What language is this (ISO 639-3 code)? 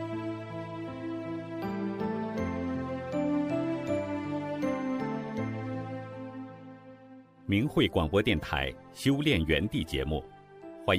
zho